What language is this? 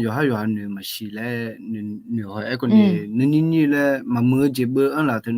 Akha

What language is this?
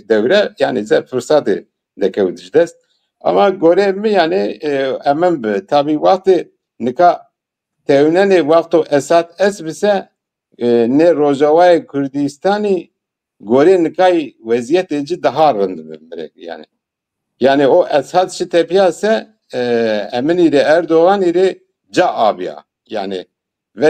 Zaza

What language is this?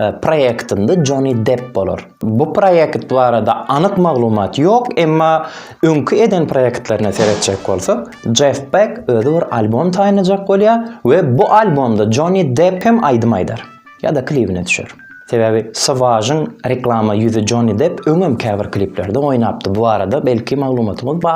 Turkmen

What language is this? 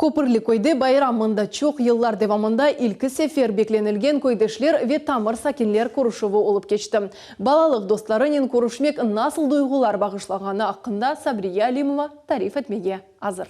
Crimean Tatar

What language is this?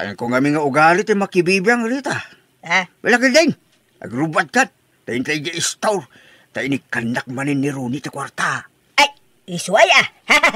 Iloko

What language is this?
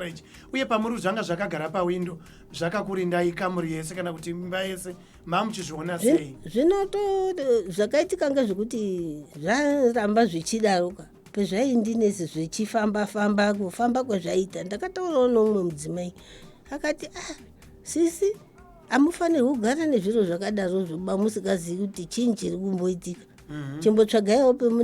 Shona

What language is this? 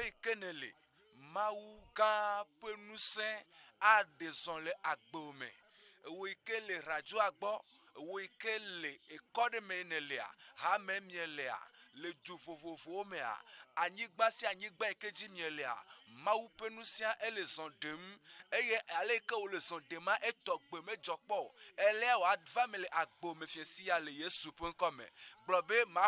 Ewe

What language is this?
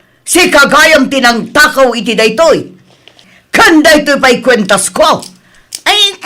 Iloko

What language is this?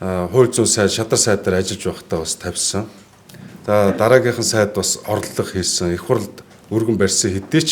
Mongolian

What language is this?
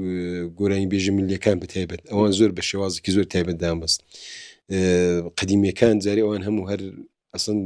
Central Kurdish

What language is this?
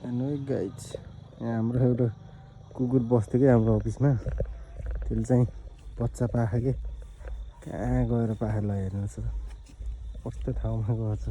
Nepali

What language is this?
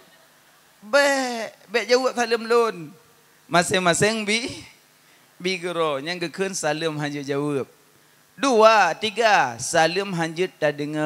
Achinese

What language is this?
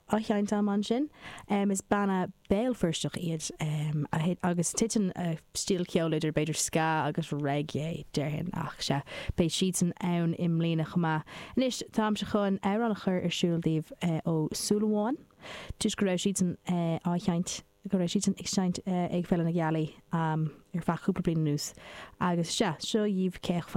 Irish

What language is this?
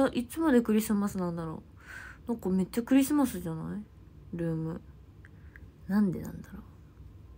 Japanese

